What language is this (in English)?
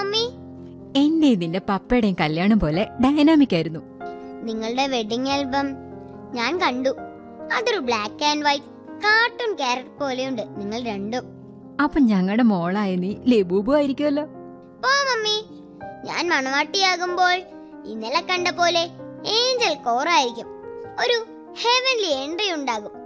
Malayalam